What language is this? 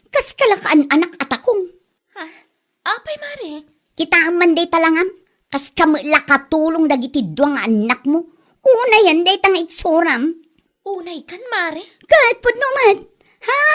Iloko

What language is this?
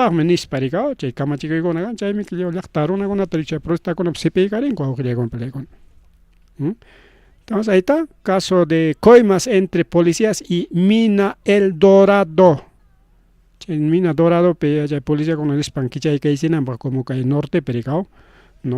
Ayacucho Quechua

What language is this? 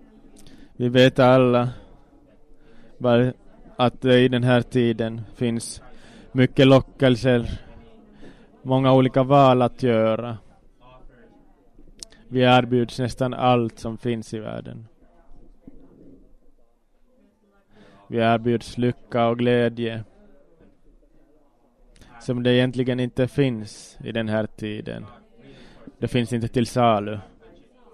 Swedish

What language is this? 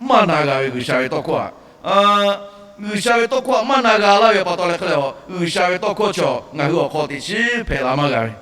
Lahu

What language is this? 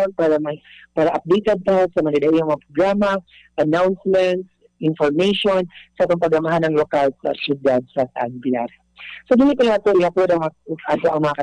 Cebuano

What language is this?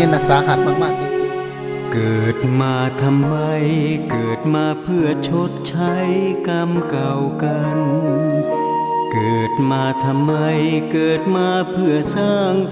Lao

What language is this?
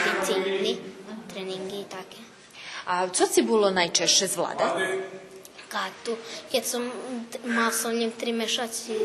Rusyn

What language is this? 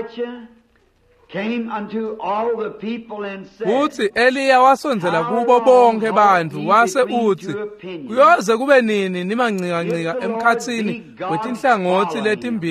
Swati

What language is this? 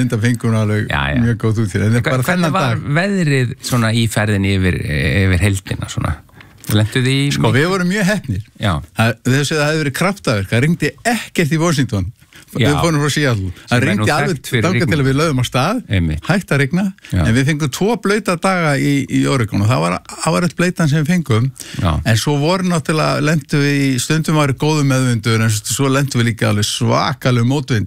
Icelandic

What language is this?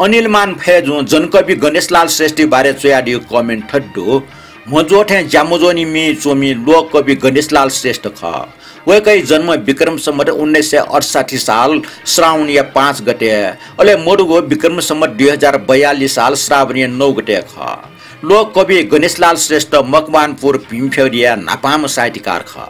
Newari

